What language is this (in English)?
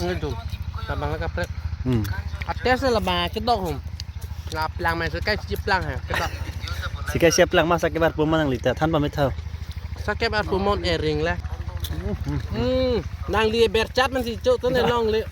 Karbi